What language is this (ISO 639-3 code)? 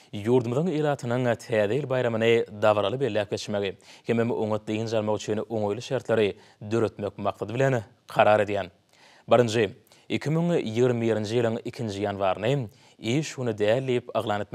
tuk